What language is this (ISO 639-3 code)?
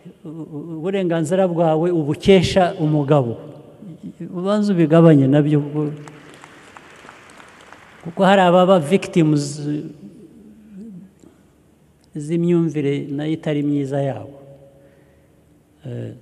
kin